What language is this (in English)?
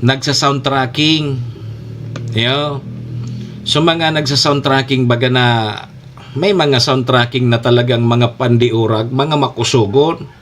Bikol